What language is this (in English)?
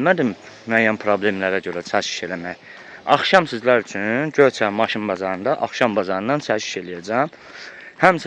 Azerbaijani